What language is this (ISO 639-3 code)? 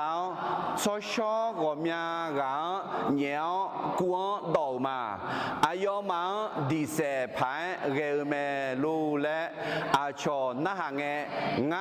ahk